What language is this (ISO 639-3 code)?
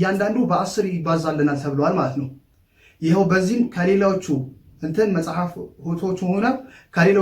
amh